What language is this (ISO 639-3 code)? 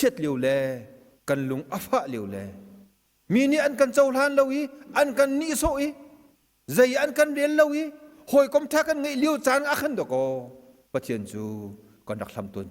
cnh